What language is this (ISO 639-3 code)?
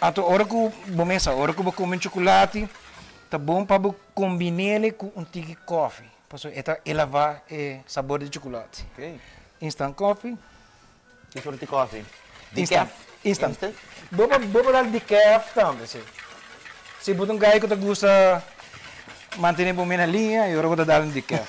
pap